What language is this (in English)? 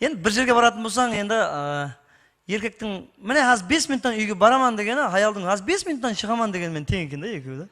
Kara-Kalpak